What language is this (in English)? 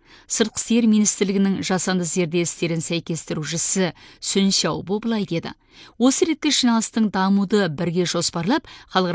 Kazakh